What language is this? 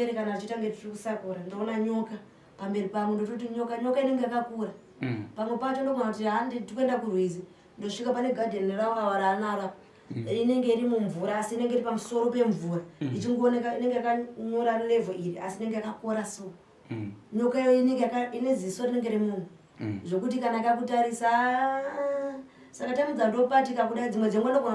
Shona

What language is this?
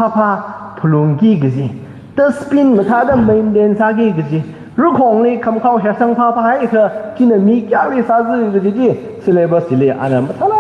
Tangkhul Naga (India)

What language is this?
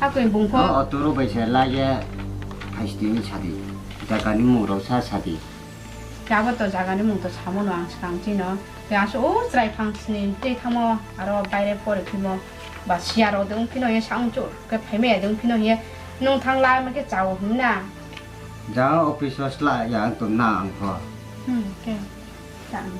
Riang (India)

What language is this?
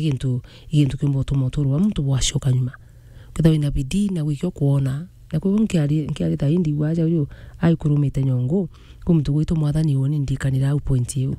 Meru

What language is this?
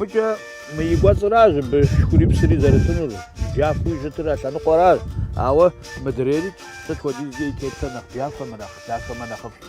Kabardian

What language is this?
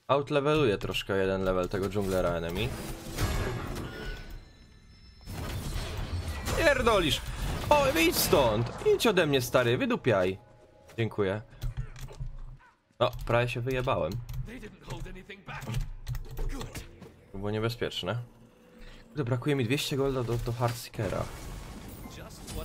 Polish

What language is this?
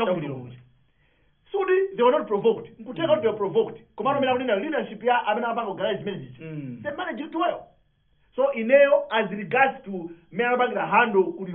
Nyanja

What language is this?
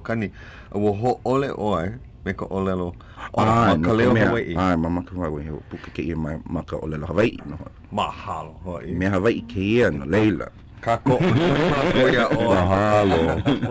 Hawaiian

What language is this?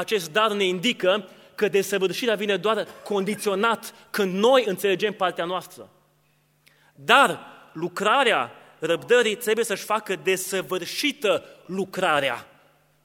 Romanian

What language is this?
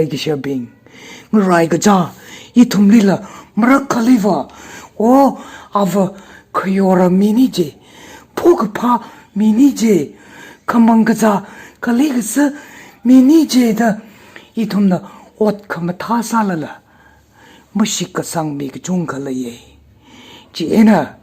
Tangkhul Naga (India)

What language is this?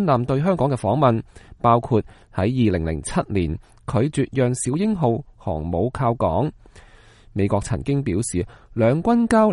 Cantonese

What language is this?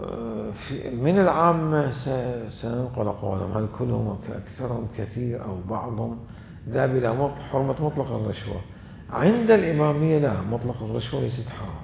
Mesopotamian Arabic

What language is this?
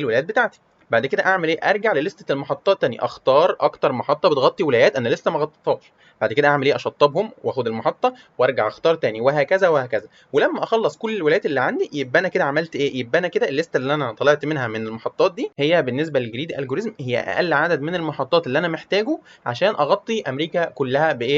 Egyptian Arabic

